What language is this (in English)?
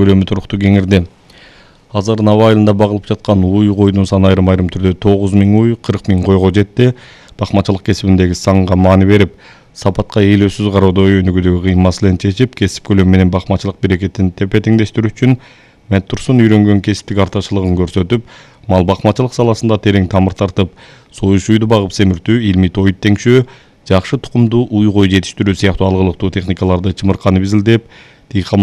Kyrgyz